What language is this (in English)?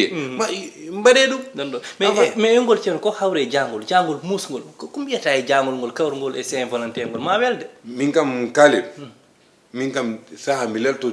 Fula